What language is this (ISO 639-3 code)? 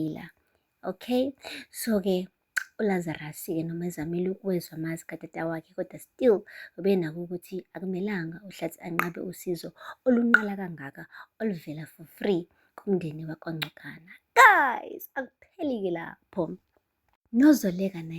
zul